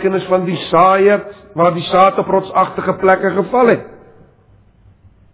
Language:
Afrikaans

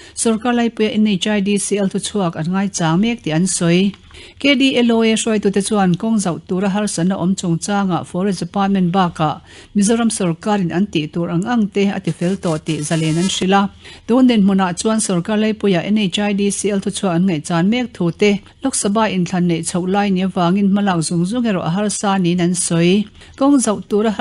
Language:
Mizo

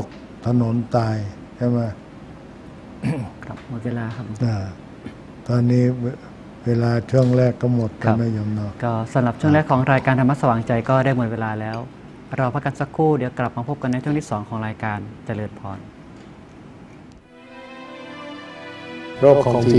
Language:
Thai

